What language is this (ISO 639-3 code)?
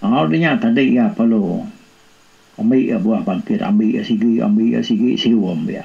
iba